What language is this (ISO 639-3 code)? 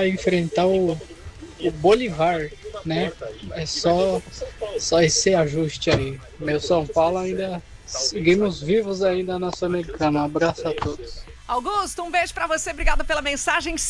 por